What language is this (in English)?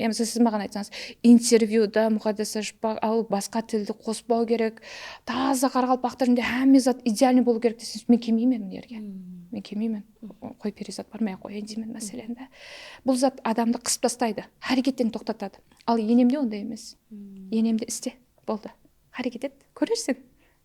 Kara-Kalpak